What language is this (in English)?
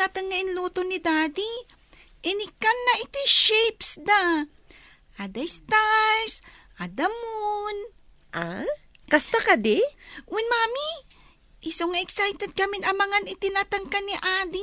Iloko